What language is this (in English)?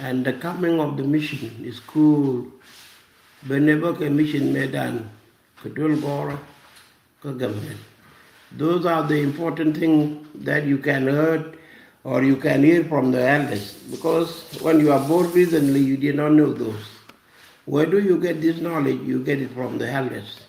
Nuer